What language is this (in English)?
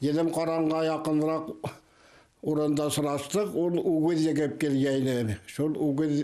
Bashkir